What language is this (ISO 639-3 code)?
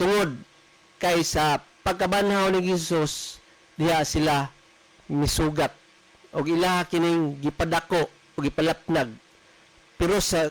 ceb